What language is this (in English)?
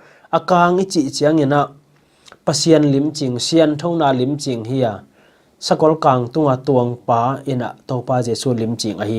Tedim Chin